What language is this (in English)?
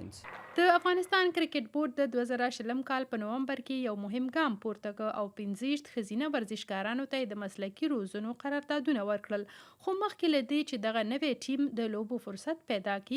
Pashto